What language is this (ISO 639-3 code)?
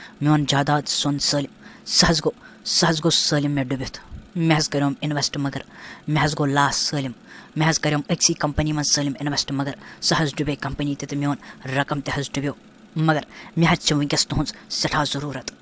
kas